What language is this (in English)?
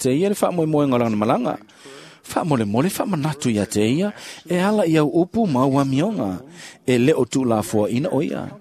Samoan